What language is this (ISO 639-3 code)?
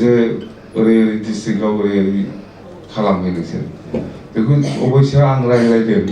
brx